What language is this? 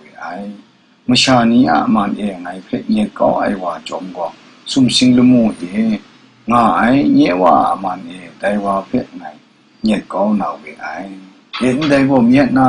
Kachin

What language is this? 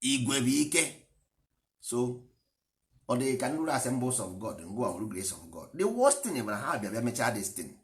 Igbo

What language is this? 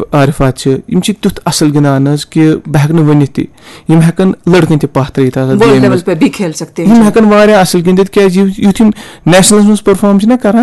Kashmiri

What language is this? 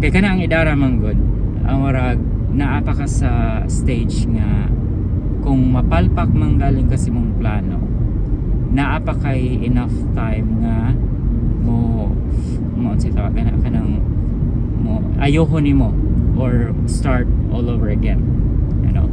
Cebuano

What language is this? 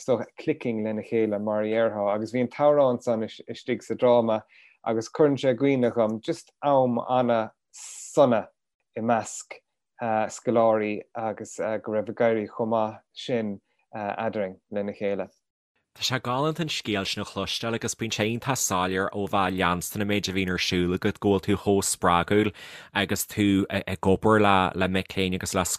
Irish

